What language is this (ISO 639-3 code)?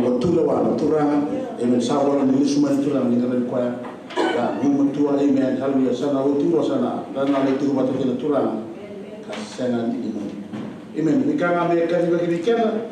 fij